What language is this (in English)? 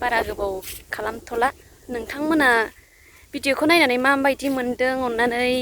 Bodo